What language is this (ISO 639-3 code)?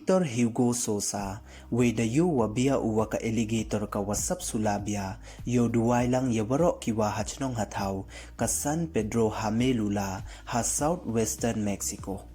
pbv